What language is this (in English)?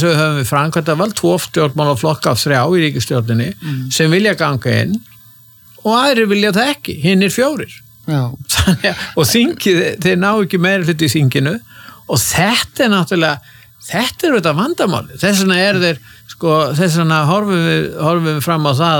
Icelandic